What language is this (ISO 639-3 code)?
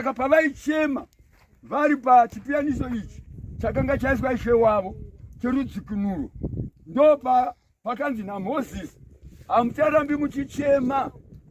sna